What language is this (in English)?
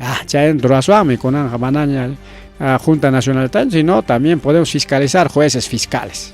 Ayacucho Quechua